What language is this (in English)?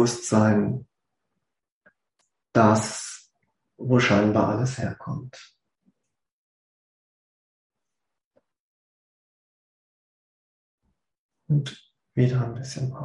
German